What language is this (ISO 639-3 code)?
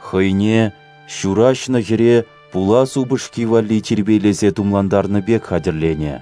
chv